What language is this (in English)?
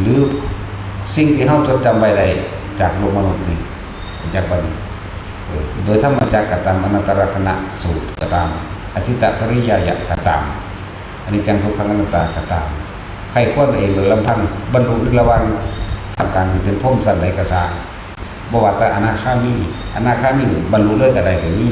Northeastern Thai